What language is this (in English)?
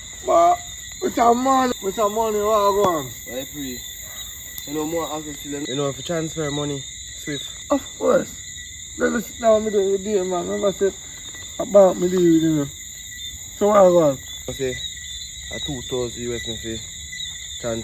Jamaican Creole English